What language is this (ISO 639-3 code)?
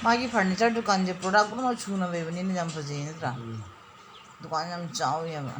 mni